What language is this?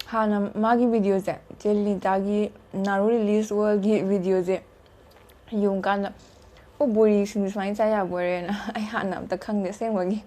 Manipuri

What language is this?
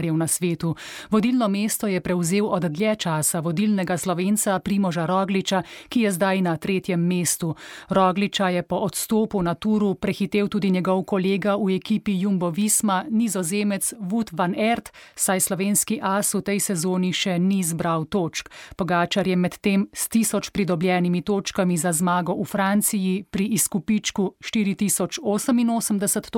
Slovenian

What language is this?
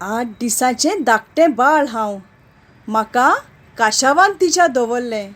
Konkani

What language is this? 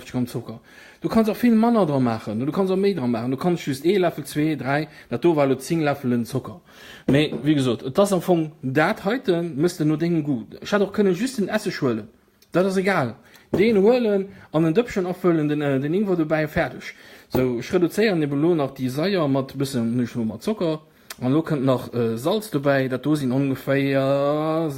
Luxembourgish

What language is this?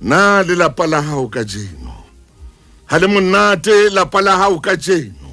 Southern Sotho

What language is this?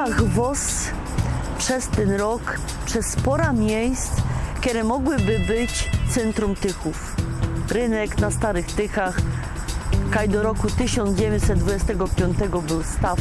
Silesian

